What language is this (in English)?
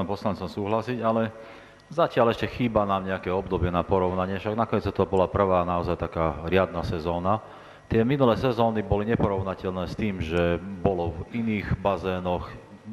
Slovak